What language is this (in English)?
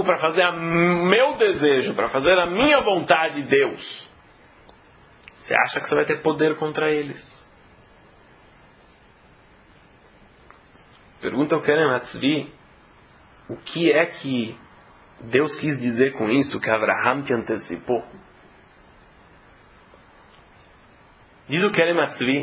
Portuguese